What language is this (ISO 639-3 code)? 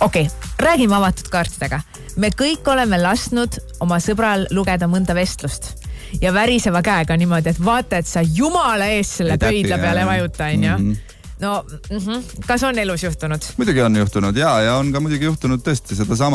est